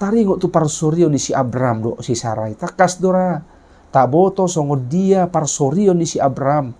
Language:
Batak Toba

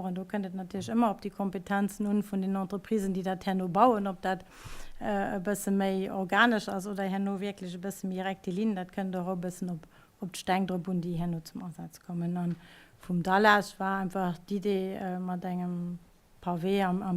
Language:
Luxembourgish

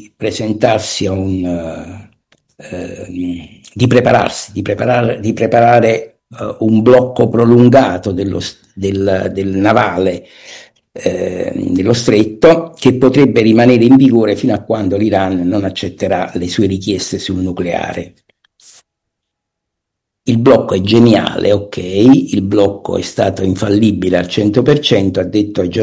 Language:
Italian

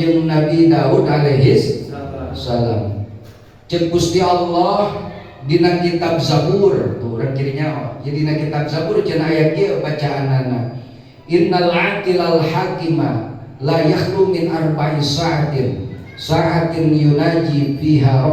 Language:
Sundanese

